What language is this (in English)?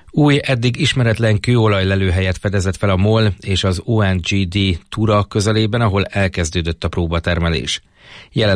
Hungarian